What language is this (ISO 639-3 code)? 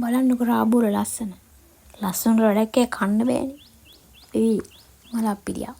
sin